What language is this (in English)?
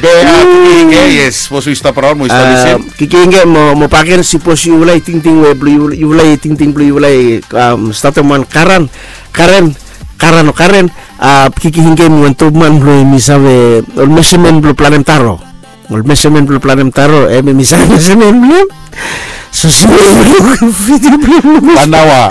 Bislama